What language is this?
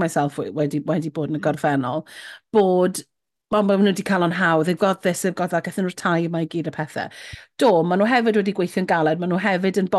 Welsh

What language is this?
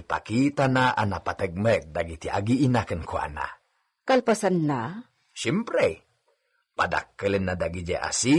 Iloko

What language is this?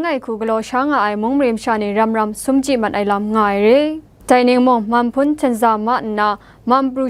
Kachin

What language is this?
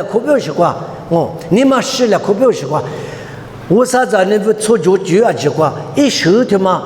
Lisu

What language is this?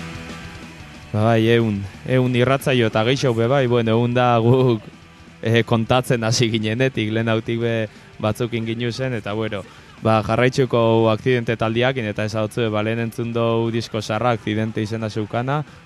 Basque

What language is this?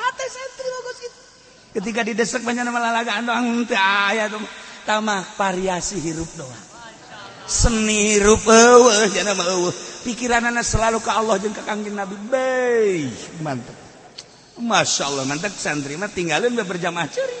Sundanese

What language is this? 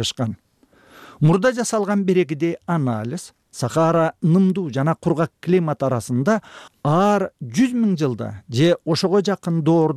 Kyrgyz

